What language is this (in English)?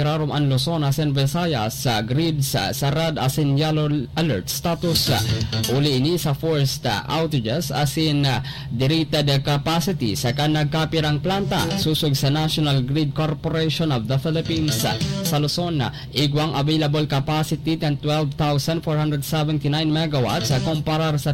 Bikol